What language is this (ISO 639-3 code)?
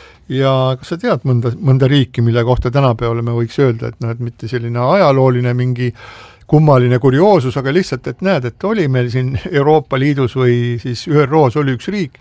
est